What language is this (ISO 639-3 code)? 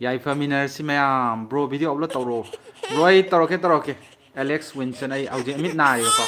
mni